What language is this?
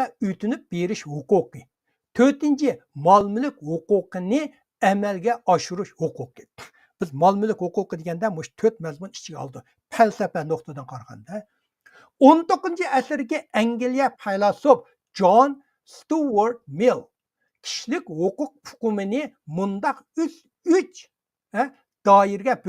Uyghur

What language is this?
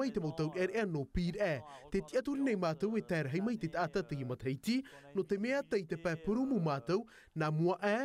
Tahitian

